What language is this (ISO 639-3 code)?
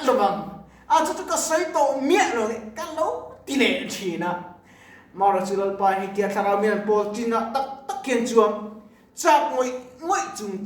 lus